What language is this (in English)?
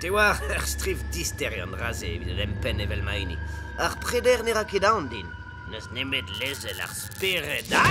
Breton